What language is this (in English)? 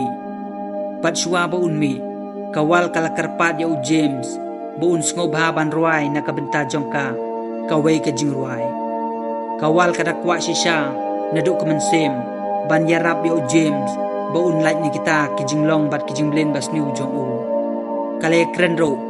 Khasi